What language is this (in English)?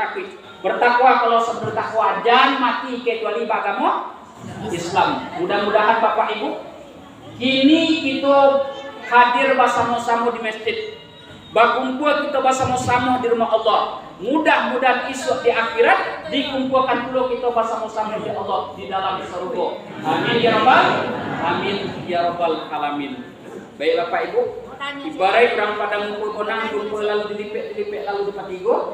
Minangkabau